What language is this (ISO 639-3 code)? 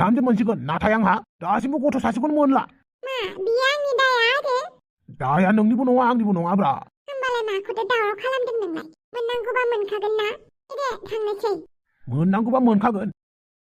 brx